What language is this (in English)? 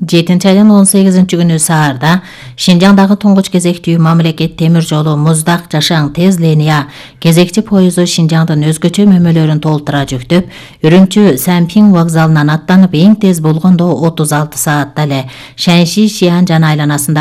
Kyrgyz